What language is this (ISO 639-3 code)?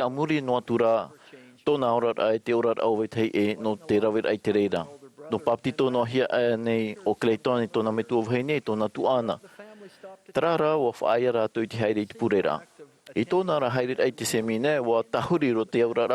tah